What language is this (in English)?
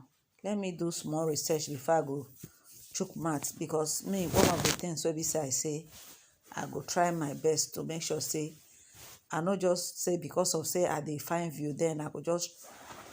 Nigerian Pidgin